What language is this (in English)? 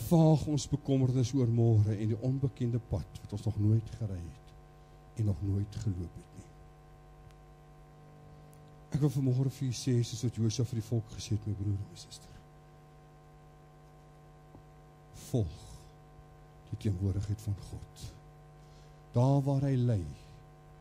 Afrikaans